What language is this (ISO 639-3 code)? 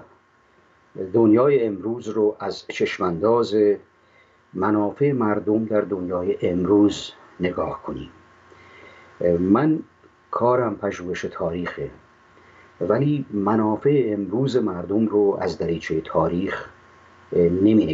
fas